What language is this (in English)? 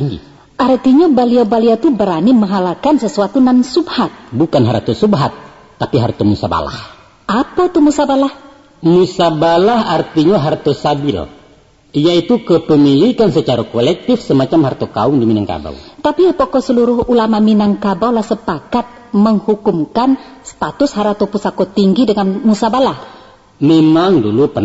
Minangkabau